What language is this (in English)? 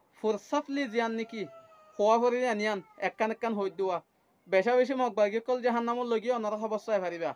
Rohingya